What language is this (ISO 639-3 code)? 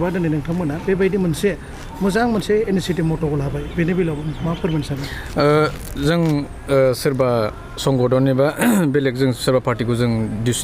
brx